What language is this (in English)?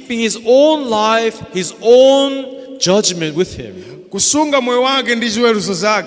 Nyanja